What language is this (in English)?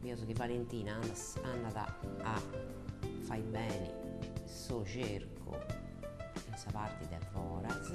Sardinian